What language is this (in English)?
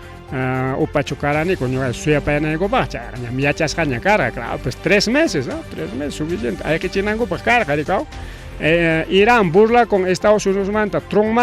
Ayacucho Quechua